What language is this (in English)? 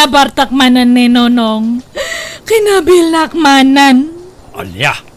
Iloko